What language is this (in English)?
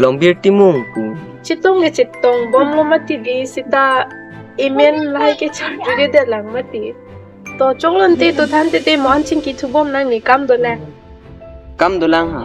Karbi